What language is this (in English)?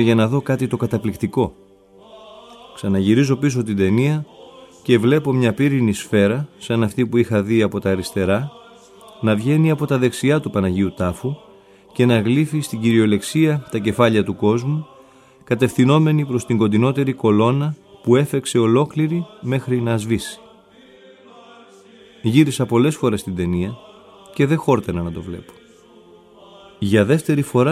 Greek